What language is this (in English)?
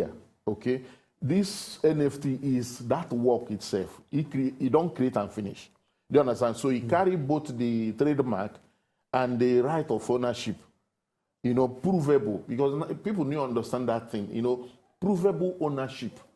Nigerian Pidgin